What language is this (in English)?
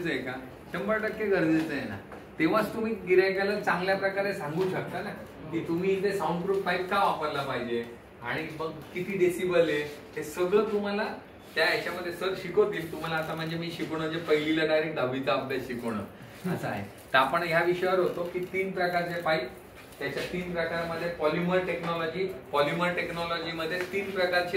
Marathi